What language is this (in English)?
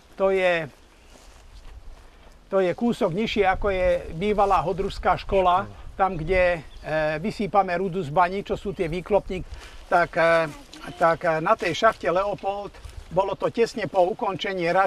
Slovak